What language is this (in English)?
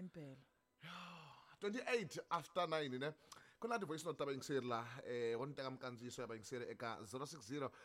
Tsonga